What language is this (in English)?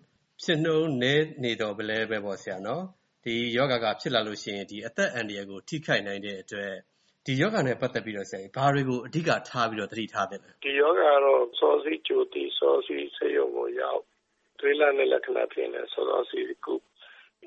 Burmese